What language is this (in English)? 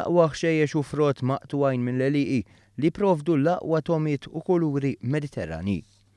Maltese